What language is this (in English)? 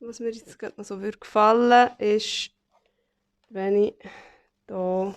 Swiss German